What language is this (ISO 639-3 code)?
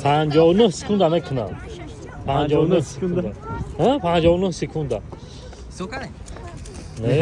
tgk